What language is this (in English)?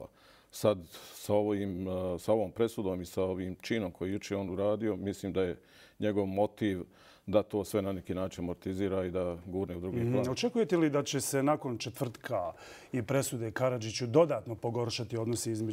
Bosnian